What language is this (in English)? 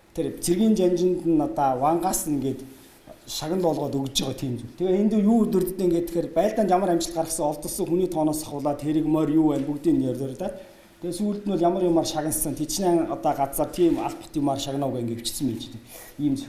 Mongolian